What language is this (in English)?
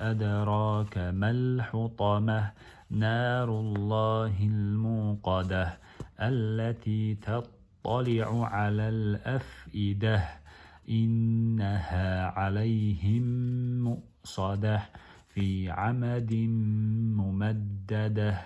Chechen